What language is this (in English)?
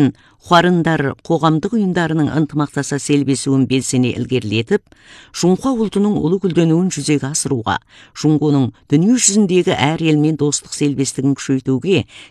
Kazakh